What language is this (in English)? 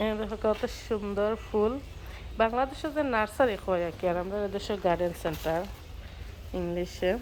Sylheti